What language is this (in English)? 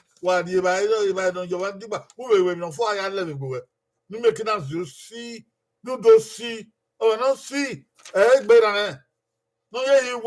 Bini